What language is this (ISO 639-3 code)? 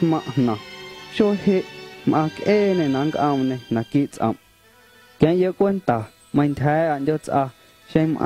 amu